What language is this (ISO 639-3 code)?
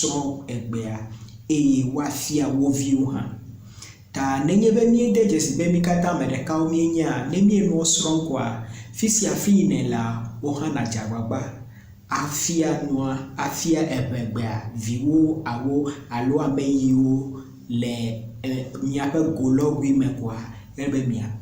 ewe